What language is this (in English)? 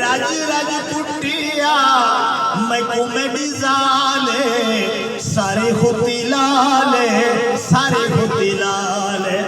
Saraiki